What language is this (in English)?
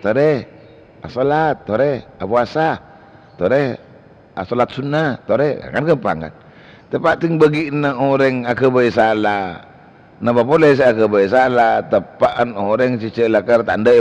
Madurese